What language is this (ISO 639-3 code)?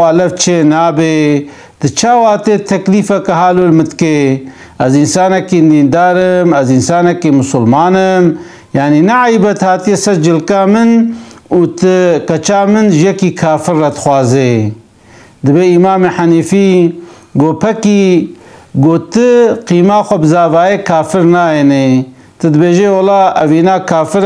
kur